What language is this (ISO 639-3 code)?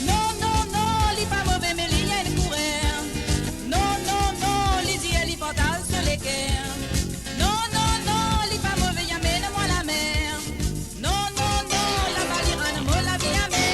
mfe